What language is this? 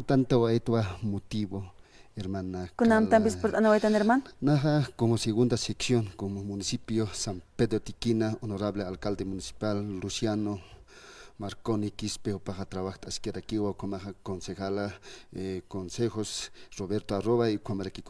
Aymara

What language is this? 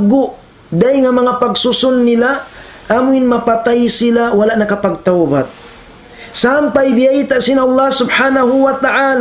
Tausug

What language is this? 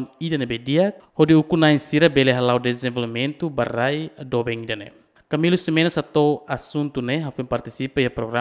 Tetum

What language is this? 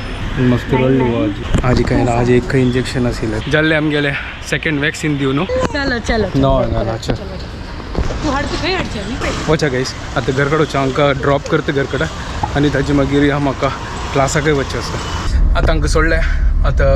Konkani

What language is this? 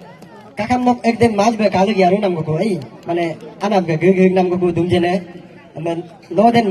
Galo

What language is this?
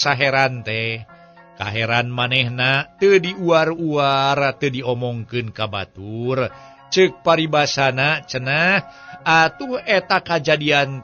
Sundanese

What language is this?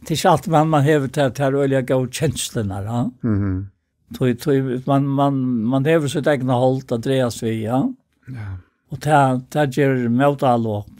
Faroese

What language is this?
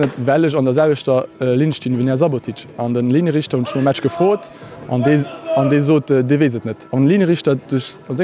Luxembourgish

